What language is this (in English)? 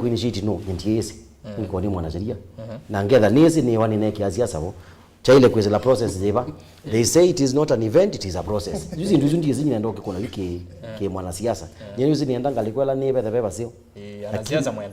Kamba